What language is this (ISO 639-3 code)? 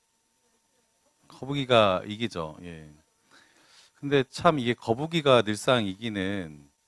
kor